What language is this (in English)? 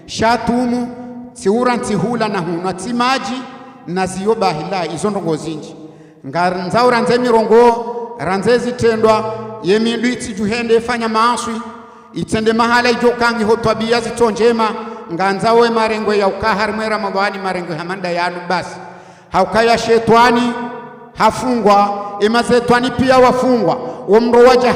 Ngazidja Comorian